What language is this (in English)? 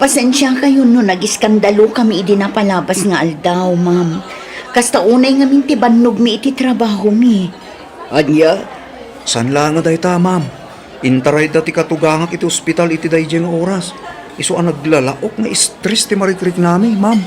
Iloko